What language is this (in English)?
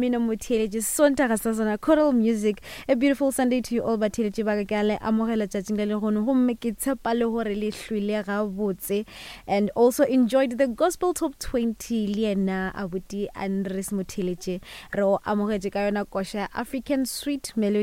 Northern Sotho